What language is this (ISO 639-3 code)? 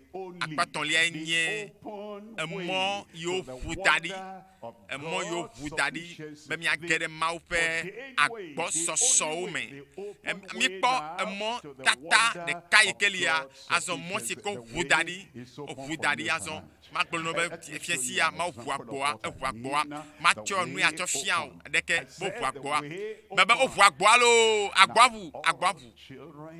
ewe